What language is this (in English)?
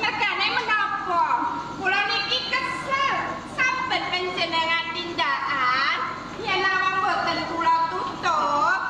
Javanese